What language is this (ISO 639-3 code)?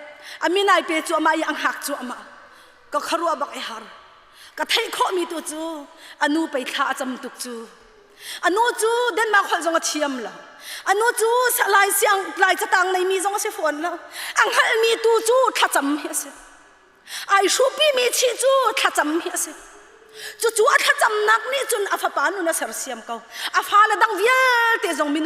cnh